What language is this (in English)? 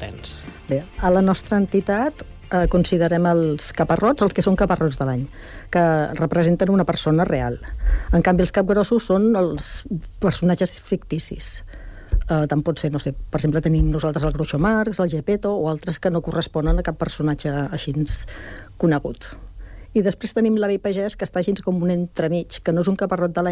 Catalan